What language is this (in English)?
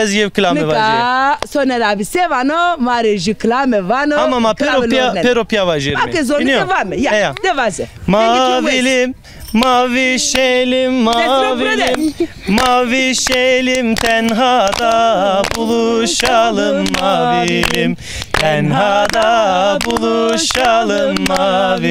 Zaza